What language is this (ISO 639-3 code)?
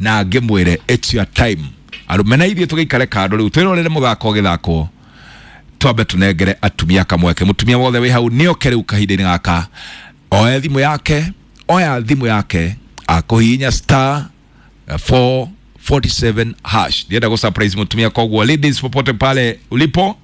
kik